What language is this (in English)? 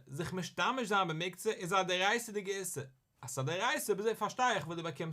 Yiddish